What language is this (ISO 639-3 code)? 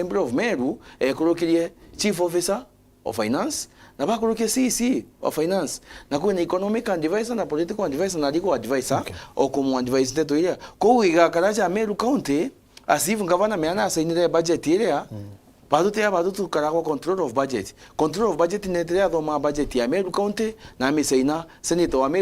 mer